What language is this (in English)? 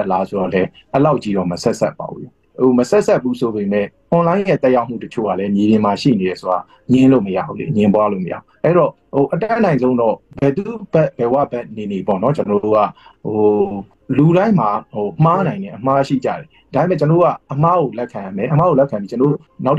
Burmese